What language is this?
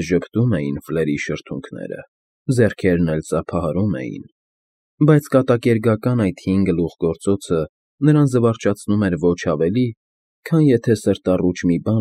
Armenian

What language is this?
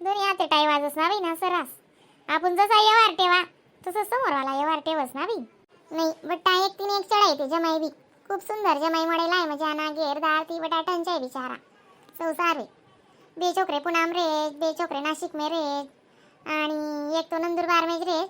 Khandesi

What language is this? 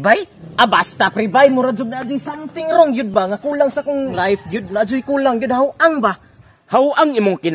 Cebuano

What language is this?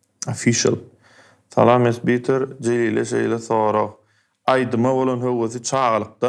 Turkmen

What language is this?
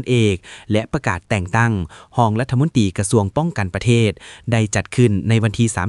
Lao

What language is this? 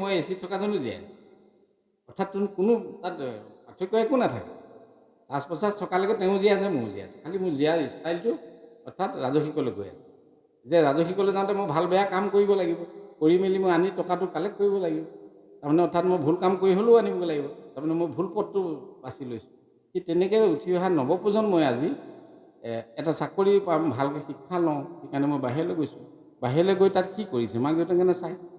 Assamese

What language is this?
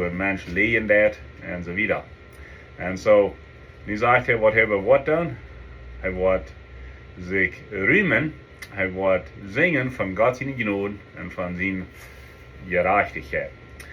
Plautdietsch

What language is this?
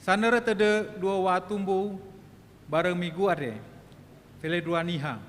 Nias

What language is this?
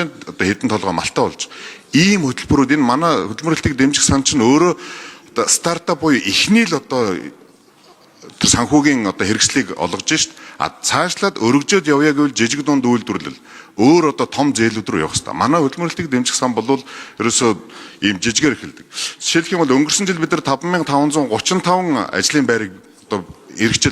Mongolian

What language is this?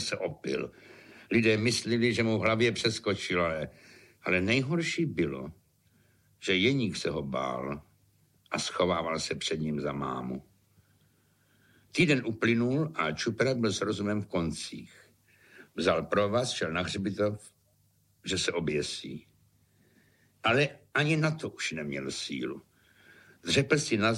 Czech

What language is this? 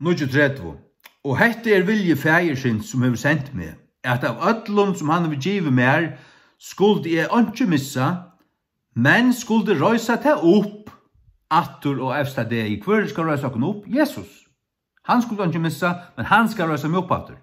Faroese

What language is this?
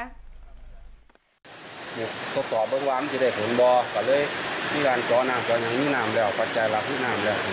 Thai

